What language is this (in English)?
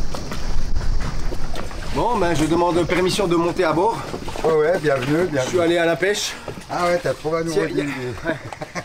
French